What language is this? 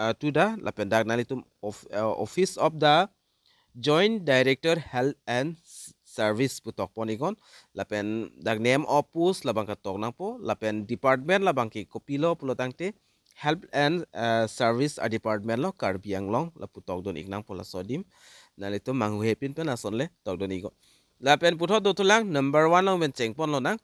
Karbi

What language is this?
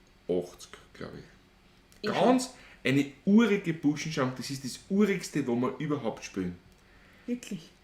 Bavarian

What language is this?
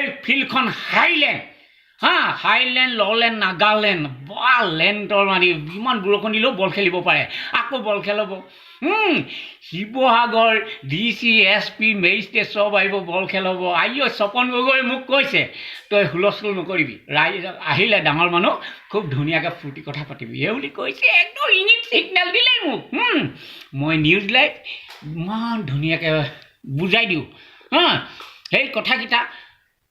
Assamese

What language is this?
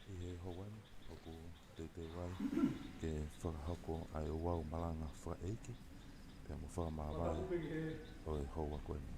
Tongan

